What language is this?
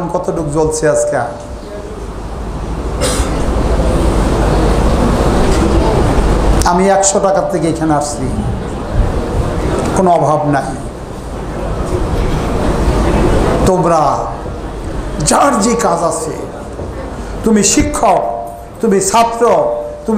Bangla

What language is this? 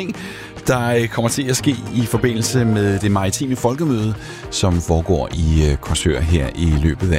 Danish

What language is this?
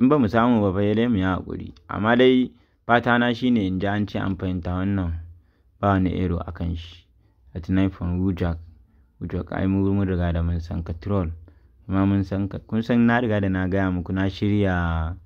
Hausa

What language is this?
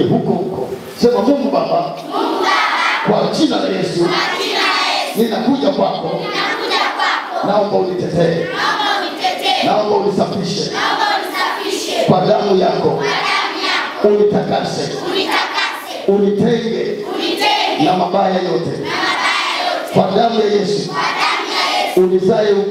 Swahili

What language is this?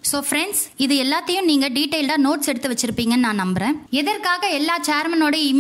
Tamil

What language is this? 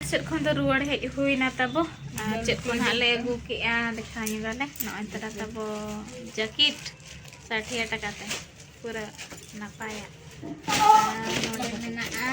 Santali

